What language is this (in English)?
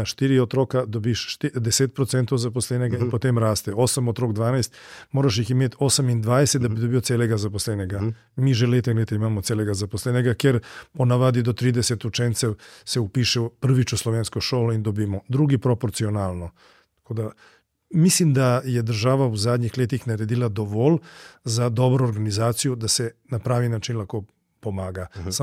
Slovenian